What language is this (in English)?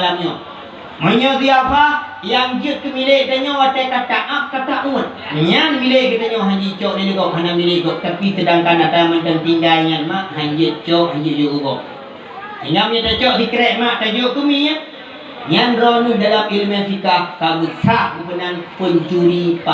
Achinese